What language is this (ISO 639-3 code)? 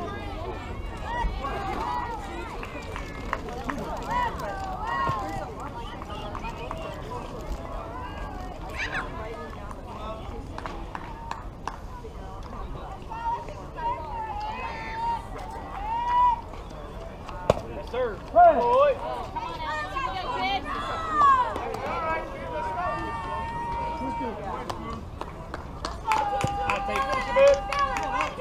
eng